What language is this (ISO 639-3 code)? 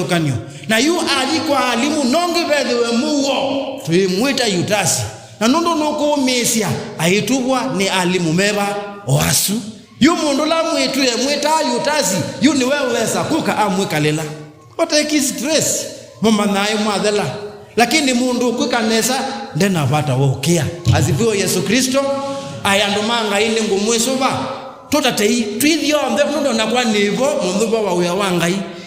kam